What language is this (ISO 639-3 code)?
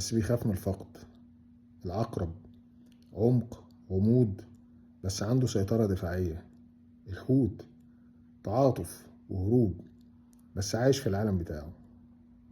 arz